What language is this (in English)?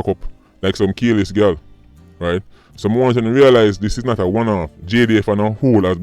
Jamaican Creole English